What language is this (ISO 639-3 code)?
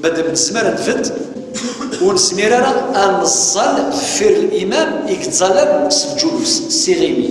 kab